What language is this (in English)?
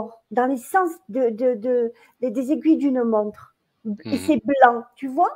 French